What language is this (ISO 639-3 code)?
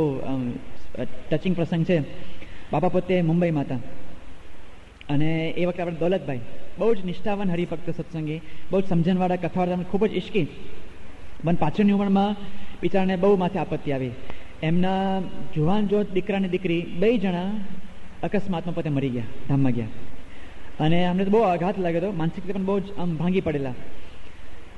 guj